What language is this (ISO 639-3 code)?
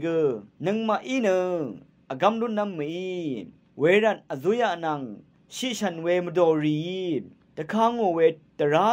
raw